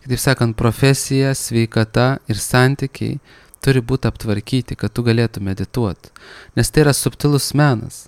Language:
Lithuanian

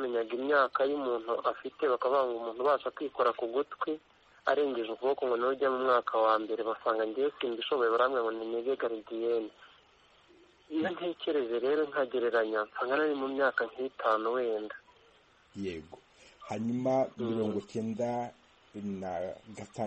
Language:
Kinyarwanda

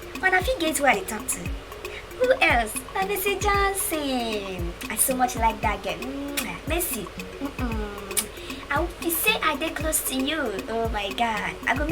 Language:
Nigerian Pidgin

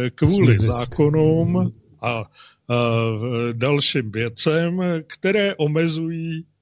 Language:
Czech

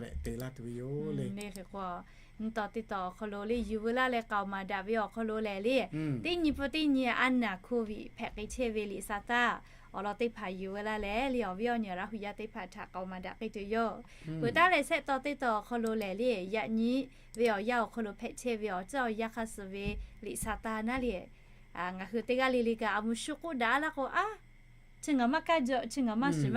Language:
Lahu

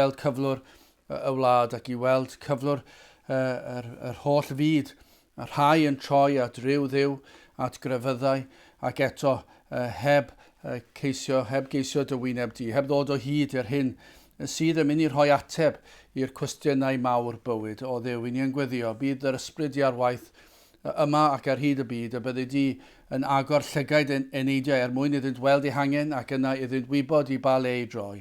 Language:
Welsh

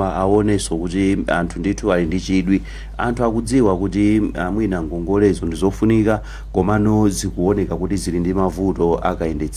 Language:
Nyanja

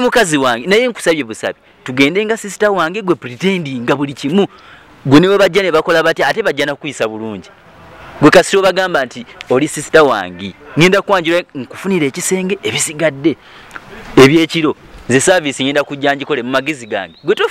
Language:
Ganda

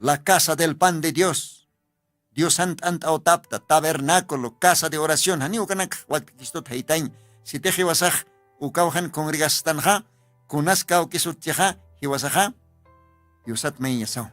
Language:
Aymara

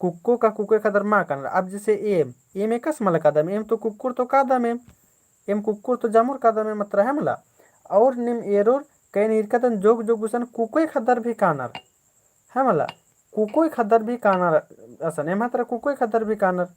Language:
Kurukh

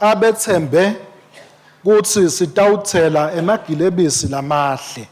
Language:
Swati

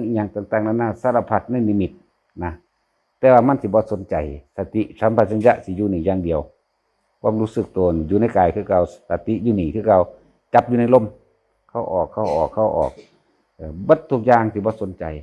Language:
Northeastern Thai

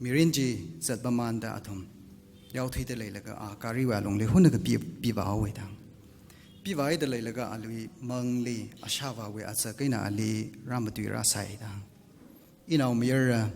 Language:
Tangkhul Naga (India)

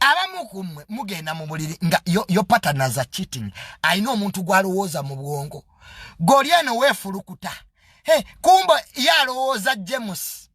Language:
Ganda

